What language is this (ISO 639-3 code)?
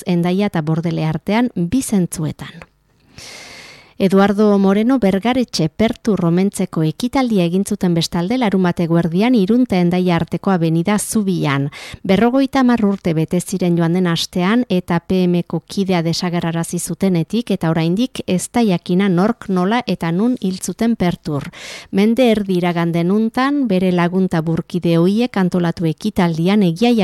eus